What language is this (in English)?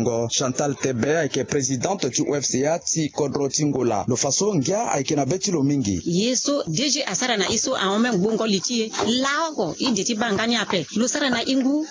Sango